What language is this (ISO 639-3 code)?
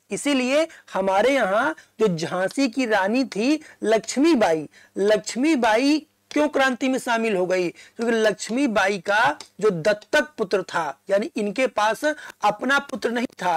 hin